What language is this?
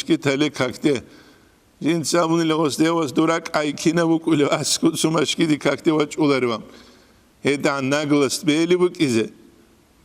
Avaric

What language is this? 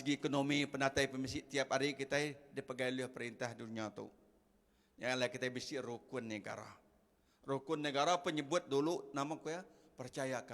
Iban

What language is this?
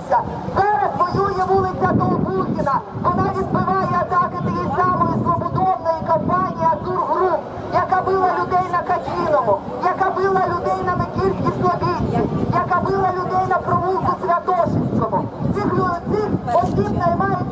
Ukrainian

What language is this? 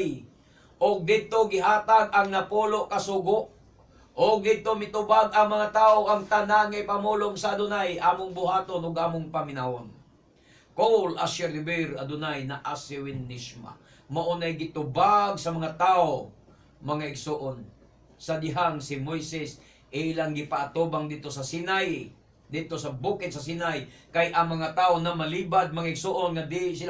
Cebuano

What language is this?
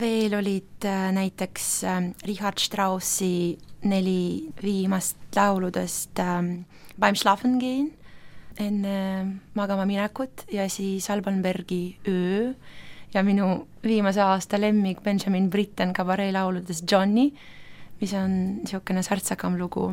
Estonian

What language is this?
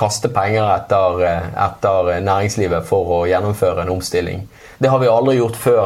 Norwegian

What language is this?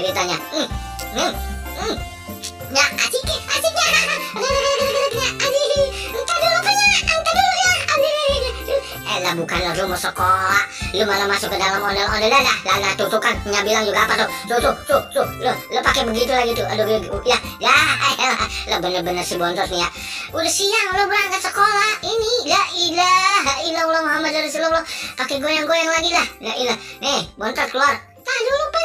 Betawi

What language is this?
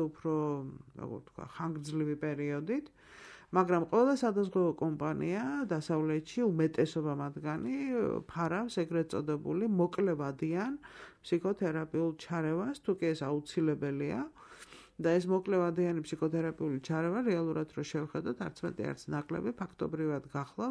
Georgian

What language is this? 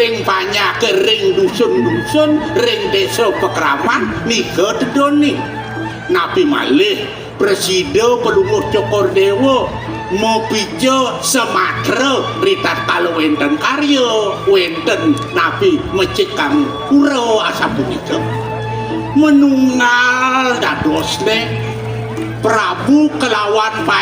Balinese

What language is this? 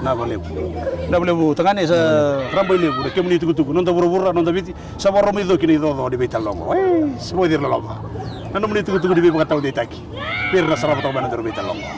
Fijian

